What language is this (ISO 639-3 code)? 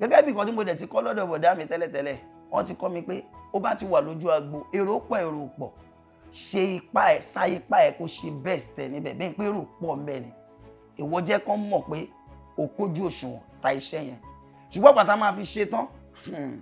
yor